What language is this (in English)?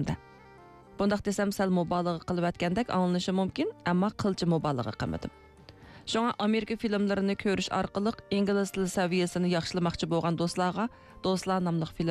Uyghur